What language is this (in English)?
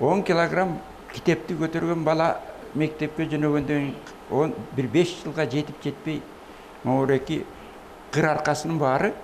Kyrgyz